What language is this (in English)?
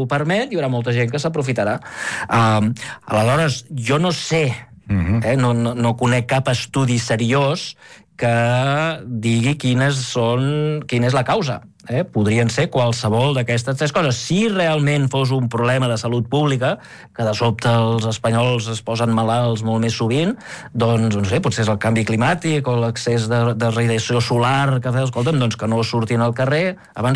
Catalan